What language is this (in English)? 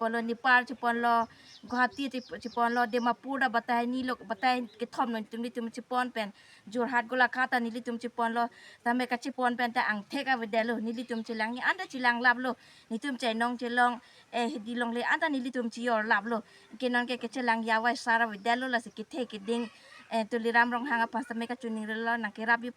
Karbi